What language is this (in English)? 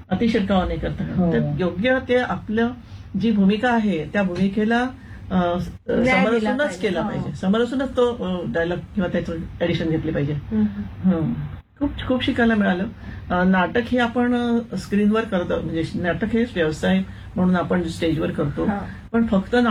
Marathi